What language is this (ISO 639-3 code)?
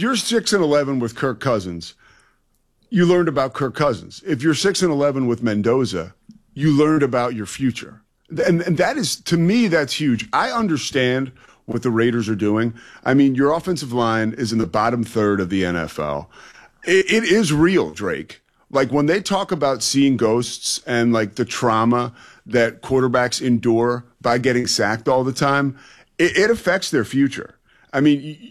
eng